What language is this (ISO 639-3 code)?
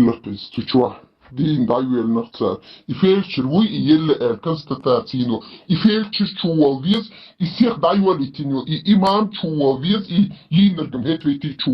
che